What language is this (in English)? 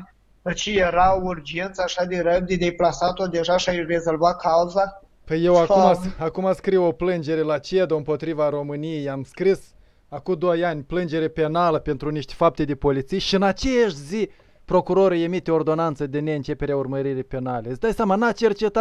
Romanian